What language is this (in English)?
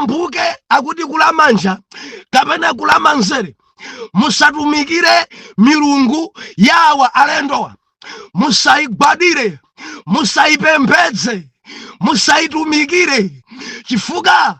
Nyanja